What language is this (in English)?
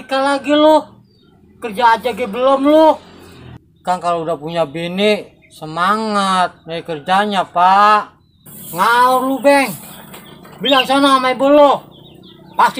Betawi